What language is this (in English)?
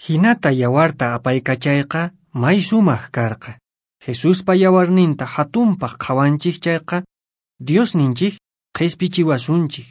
Quechua